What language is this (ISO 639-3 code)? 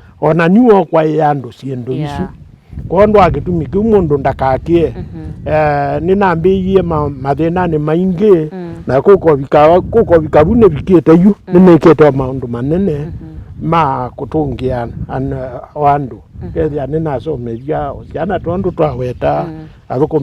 kam